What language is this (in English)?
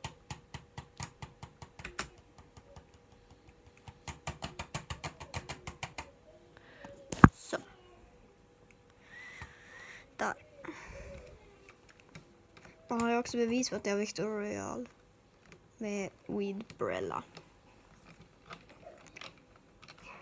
Swedish